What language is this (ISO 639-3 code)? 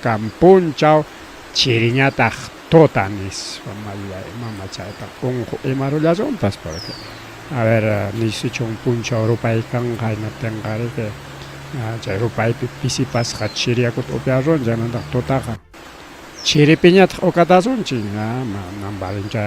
quy